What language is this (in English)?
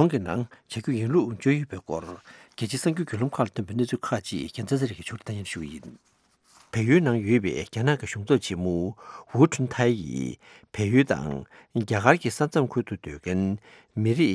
Tibetan